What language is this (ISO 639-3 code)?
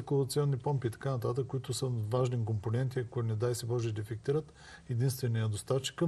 bul